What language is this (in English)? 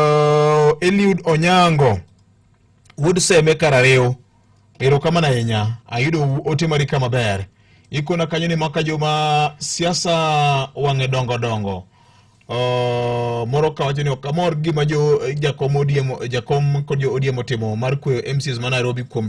Luo (Kenya and Tanzania)